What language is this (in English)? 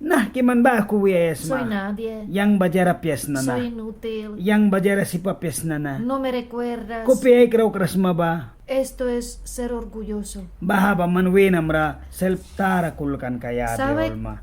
Mískito